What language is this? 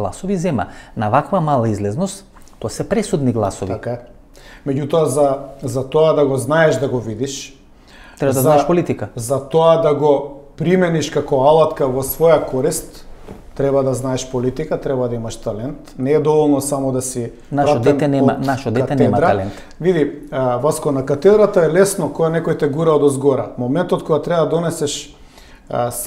Macedonian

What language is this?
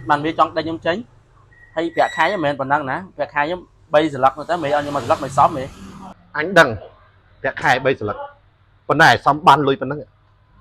Khmer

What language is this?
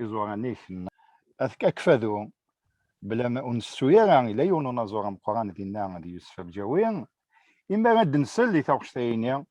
Kabyle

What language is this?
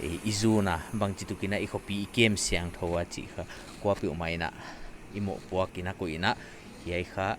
Paite Chin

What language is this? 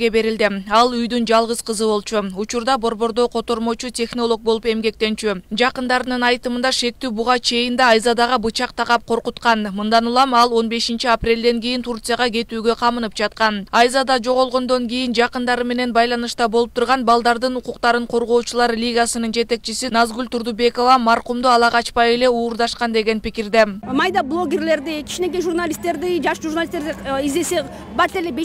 Kyrgyz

